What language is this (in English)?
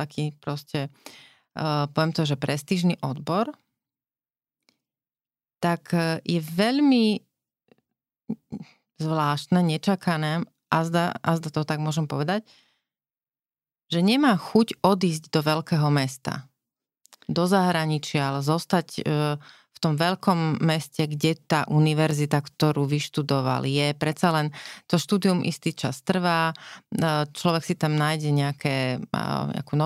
Slovak